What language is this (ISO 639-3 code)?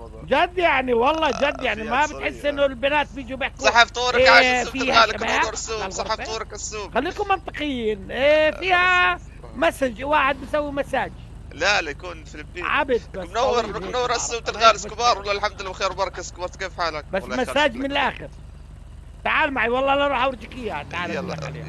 apc